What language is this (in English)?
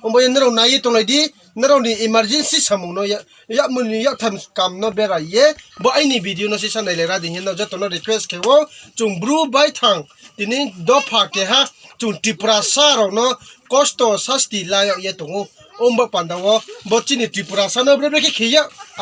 Riang (India)